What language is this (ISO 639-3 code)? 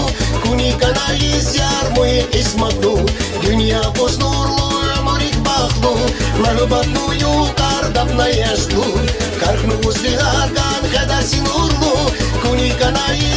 tab